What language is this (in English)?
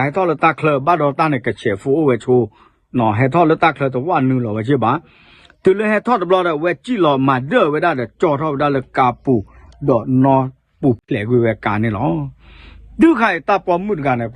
S'gaw Karen